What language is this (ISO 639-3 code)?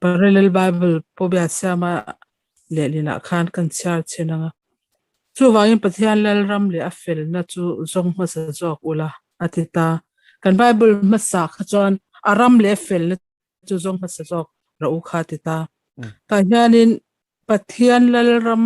lus